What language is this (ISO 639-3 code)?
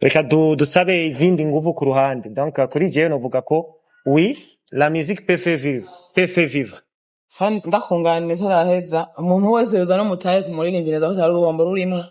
run